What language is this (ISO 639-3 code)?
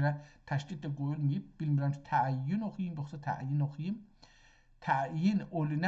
azb